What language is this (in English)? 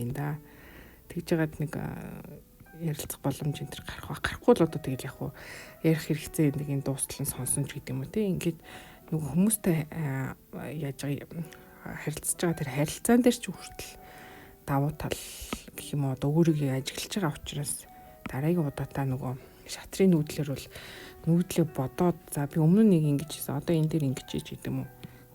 Mongolian